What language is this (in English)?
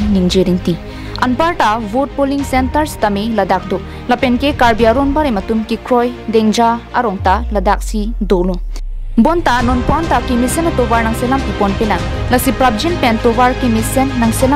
Karbi